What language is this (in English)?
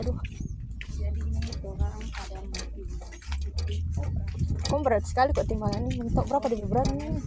Manado Malay